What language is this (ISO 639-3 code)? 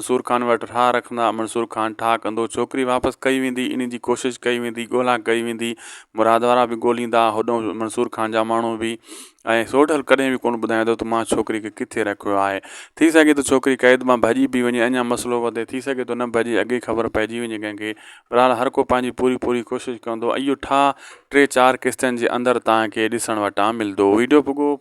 snd